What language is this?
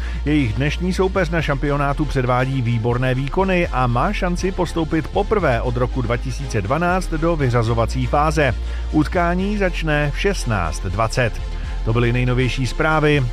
Czech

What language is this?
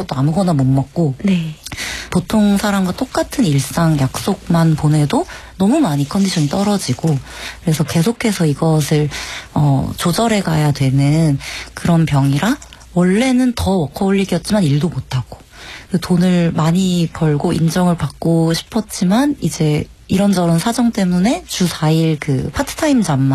Korean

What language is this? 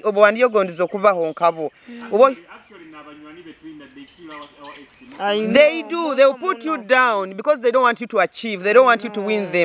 Nyoro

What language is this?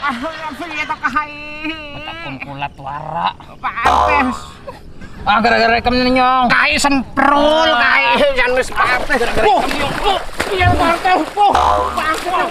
Banjar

